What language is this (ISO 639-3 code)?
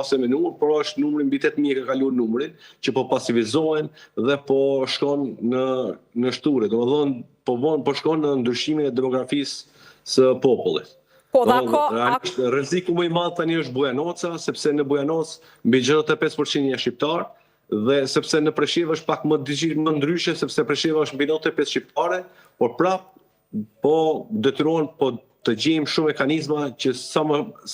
sqi